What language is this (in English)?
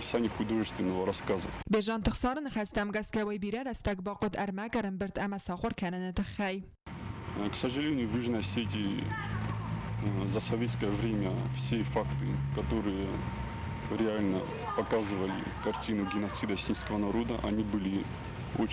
Ossetic